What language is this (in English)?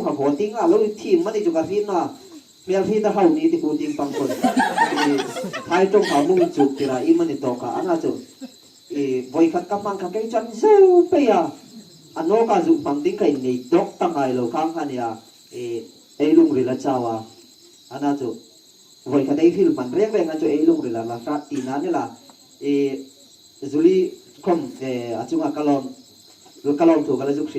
Hmar